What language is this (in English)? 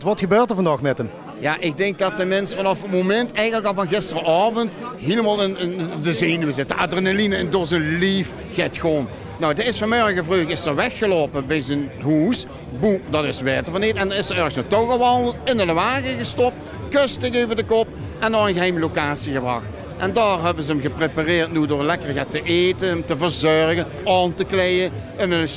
Limburgish